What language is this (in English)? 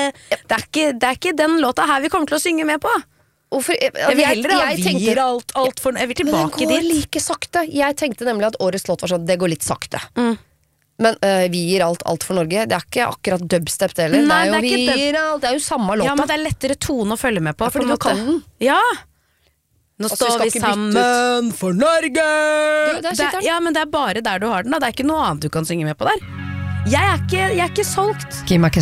Norwegian